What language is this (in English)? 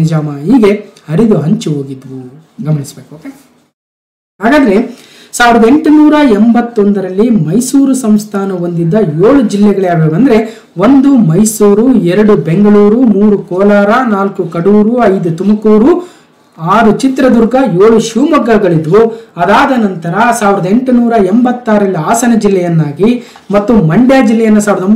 Kannada